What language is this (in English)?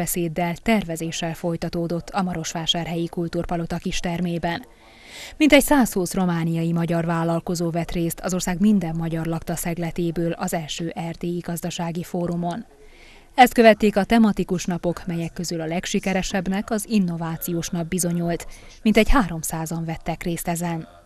Hungarian